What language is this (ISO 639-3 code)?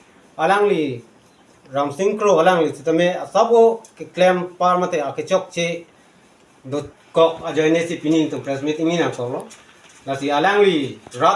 mjw